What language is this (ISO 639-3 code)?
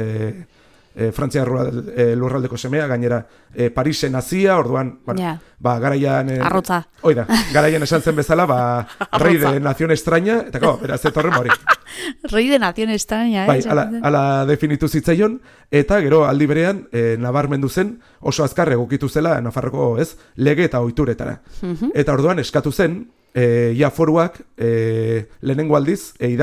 eus